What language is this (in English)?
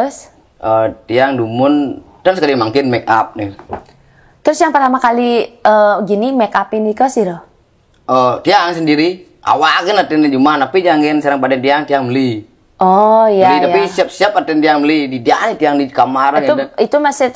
Balinese